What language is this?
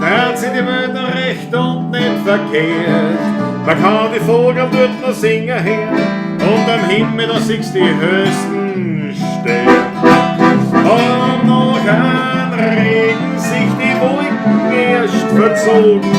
Bavarian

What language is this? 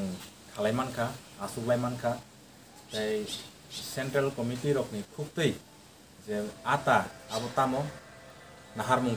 Kok Borok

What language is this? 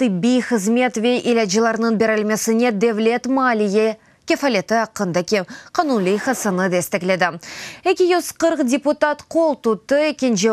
Crimean Tatar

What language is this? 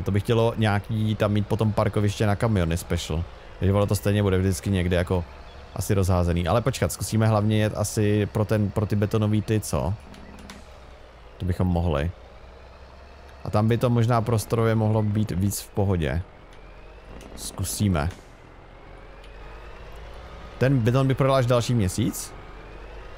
Czech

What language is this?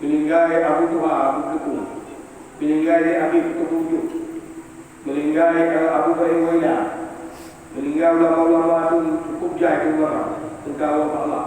Achinese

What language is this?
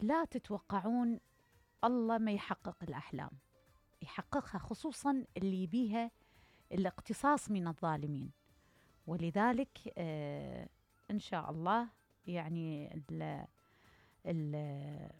Mesopotamian Arabic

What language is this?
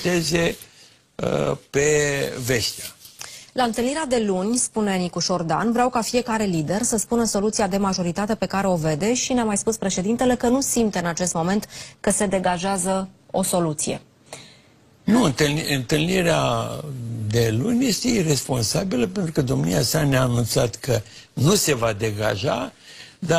Romanian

